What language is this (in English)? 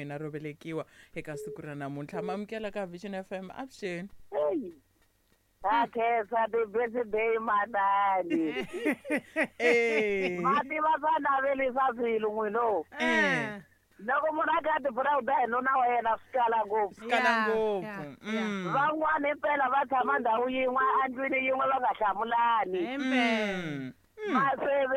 Tsonga